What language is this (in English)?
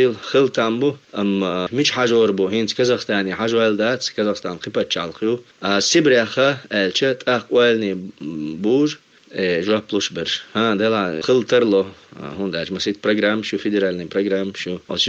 Chechen